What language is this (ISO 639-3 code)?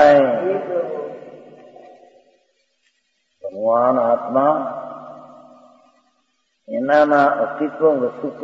guj